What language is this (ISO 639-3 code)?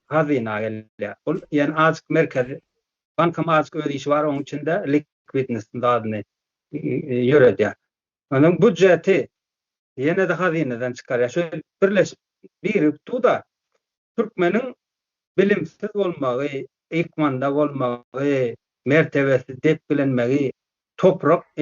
tuk